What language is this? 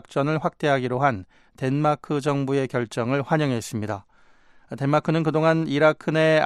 Korean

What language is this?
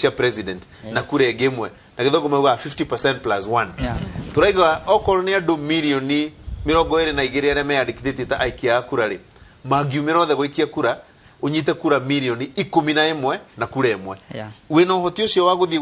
Kikuyu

